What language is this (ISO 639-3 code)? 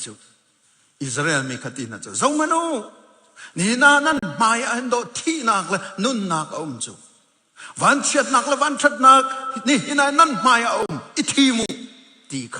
cnh